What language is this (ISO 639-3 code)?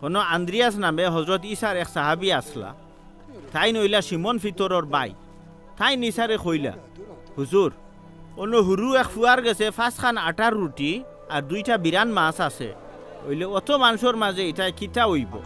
syl